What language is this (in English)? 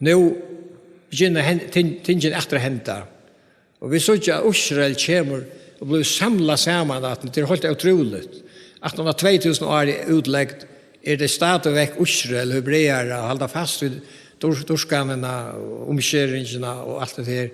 Faroese